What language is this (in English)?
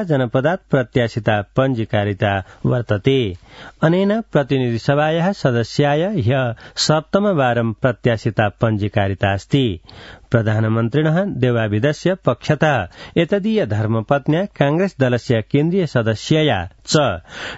Sanskrit